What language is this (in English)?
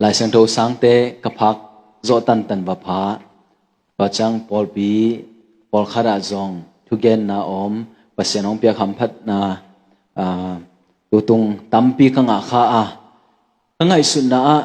Tedim Chin